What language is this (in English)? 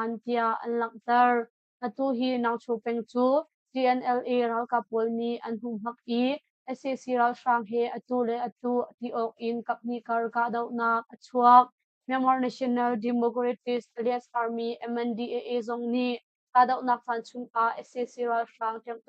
Hakha Chin